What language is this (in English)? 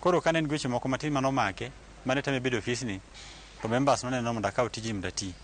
Luo (Kenya and Tanzania)